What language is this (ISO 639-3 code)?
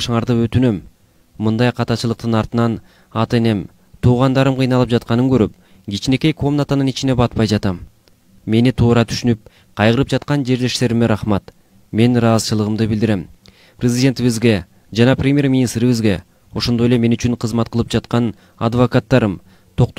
kir